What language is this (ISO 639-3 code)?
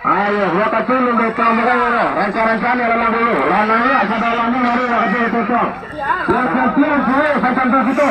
min